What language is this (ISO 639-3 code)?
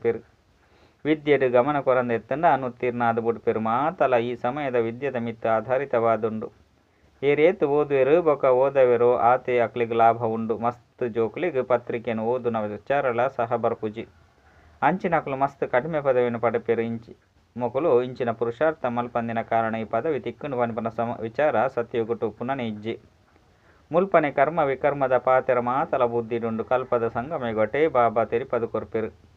tcy